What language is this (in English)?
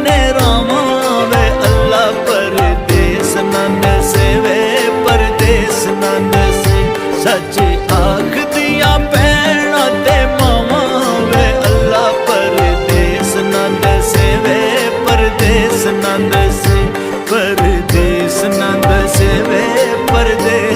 Pahari-Potwari